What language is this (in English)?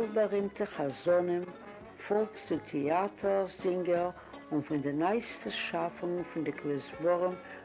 Yiddish